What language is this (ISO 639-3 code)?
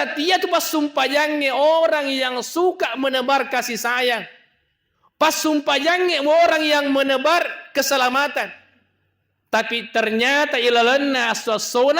bug